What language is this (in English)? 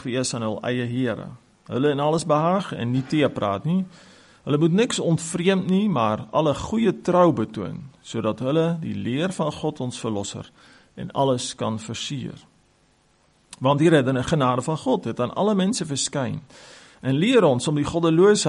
Afrikaans